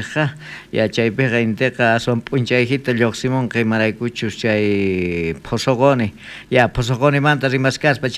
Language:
South Bolivian Quechua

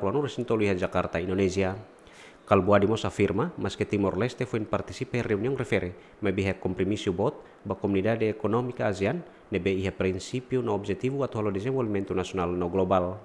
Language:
Tetum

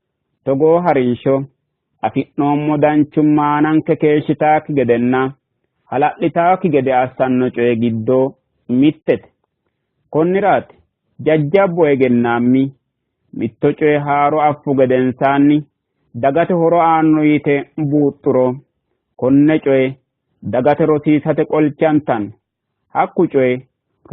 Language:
Sidamo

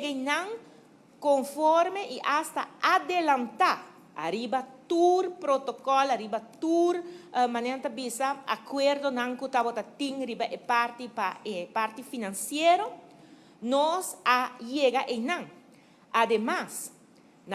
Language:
Papiamento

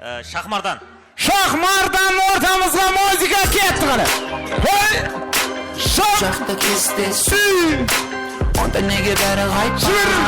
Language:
Kara-Kalpak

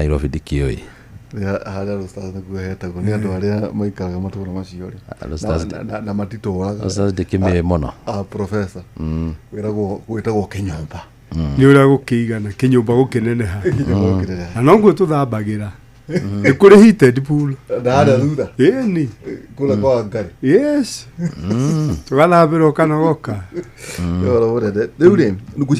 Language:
Kikuyu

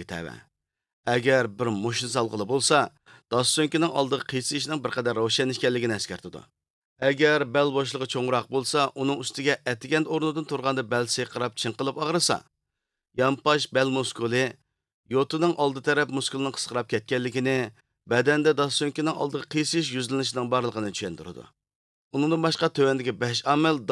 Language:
Uyghur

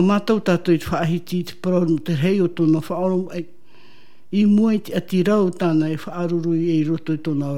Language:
Tahitian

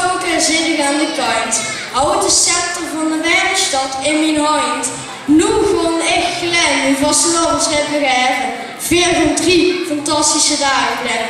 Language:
Limburgish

